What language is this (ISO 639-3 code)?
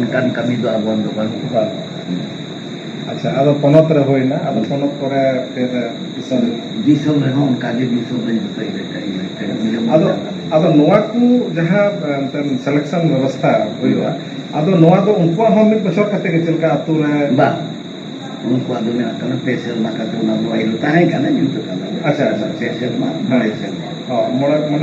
sat